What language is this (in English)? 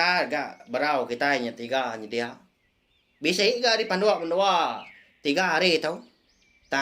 Iban